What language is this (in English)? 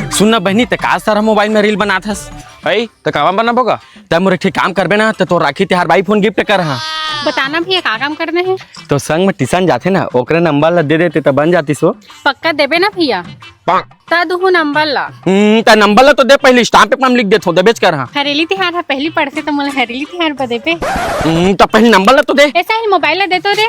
Chhattisgarhi